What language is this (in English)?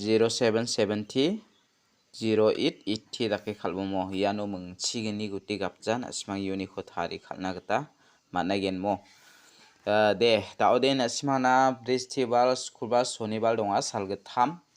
Garo